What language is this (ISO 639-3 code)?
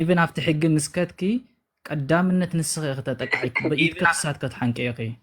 tir